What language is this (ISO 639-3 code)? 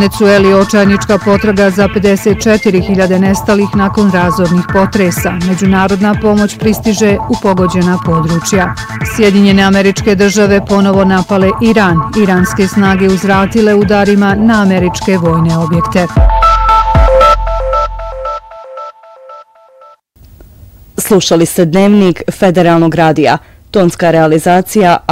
bos